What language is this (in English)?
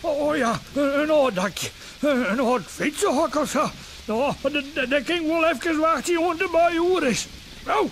Western Frisian